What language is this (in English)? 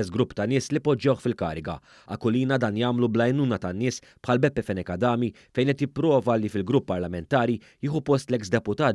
Maltese